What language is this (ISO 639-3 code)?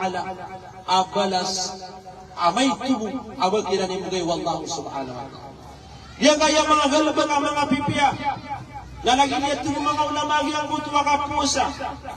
mrw